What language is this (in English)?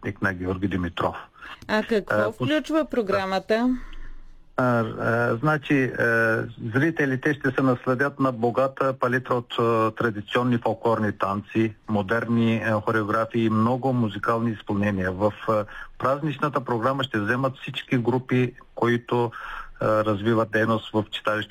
Bulgarian